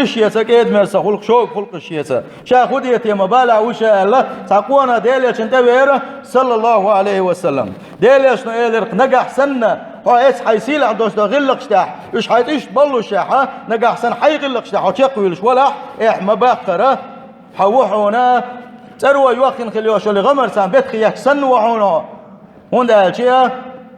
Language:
Chechen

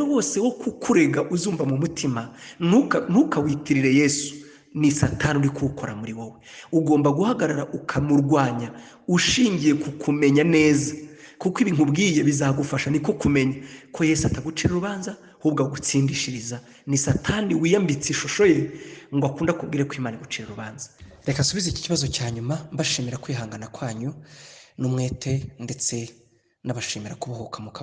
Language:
Kinyarwanda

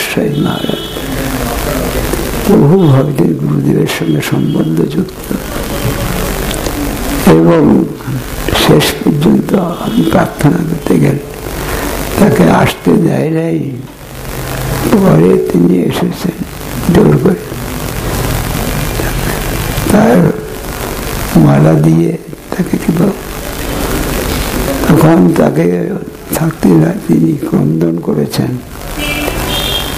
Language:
Bangla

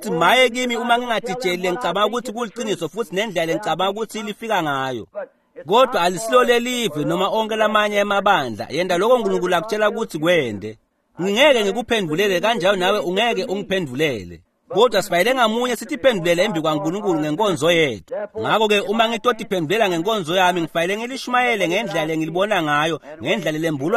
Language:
Swati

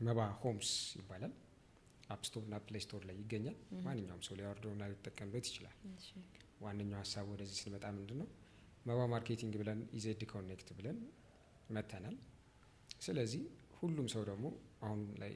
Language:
Amharic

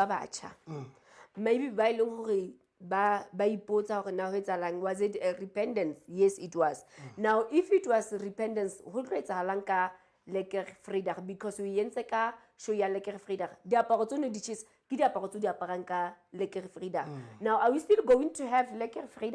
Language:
Southern Sotho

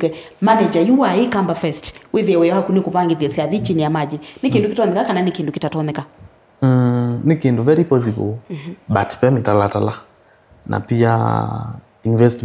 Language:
Kamba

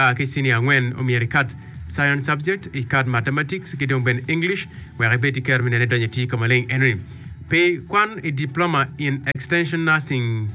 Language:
Acoli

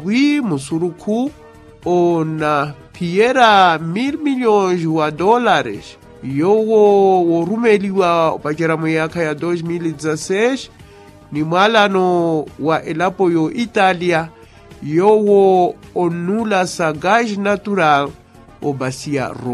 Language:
Makhuwa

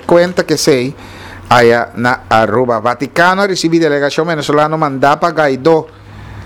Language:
Papiamento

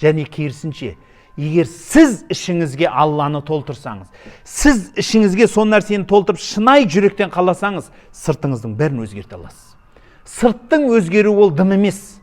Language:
Kazakh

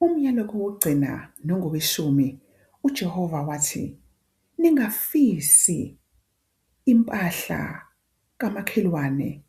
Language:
Zulu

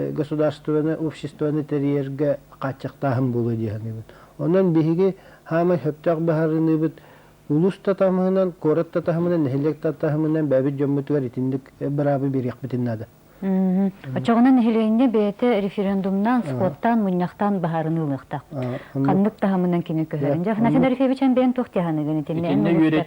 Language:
Yakut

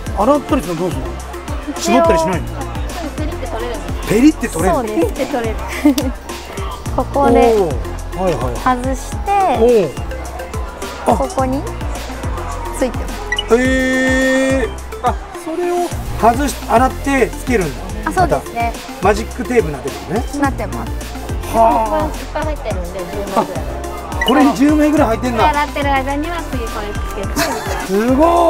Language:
Japanese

